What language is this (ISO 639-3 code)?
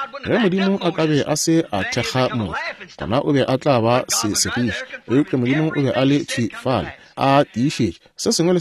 nso